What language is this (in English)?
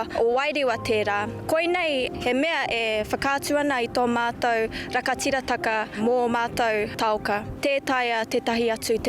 Māori